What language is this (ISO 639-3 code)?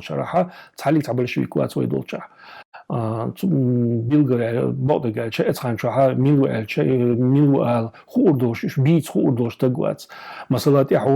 che